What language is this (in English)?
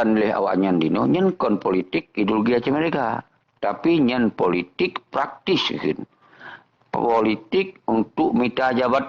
Achinese